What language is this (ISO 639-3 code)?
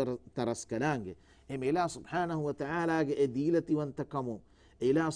div